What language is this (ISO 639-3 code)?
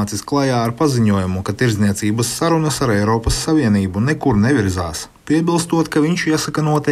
lav